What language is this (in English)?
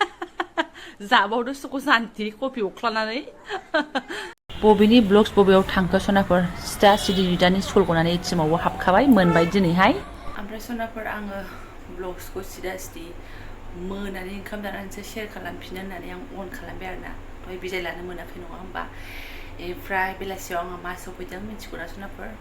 Bodo